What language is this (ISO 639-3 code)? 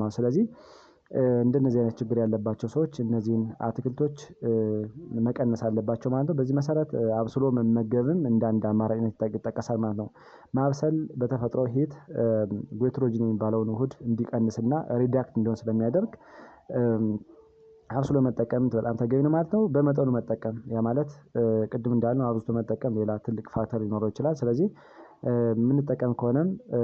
amh